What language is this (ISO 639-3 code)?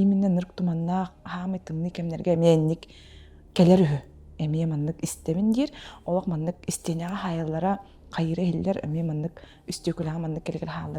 sah